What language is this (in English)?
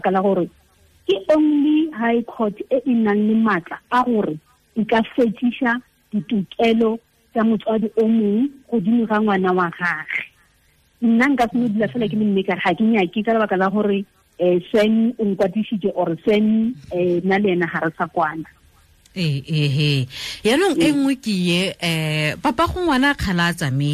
Tswana